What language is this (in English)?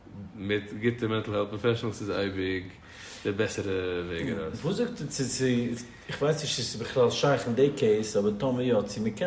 Yiddish